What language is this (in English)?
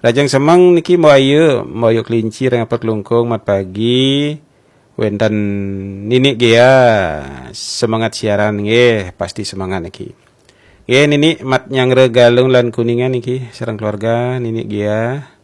Balinese